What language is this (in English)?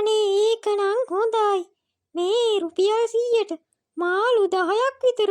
Sinhala